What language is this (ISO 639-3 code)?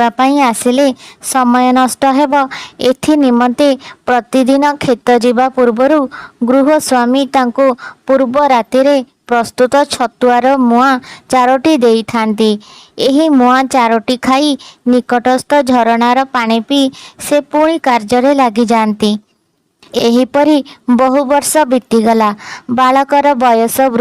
ori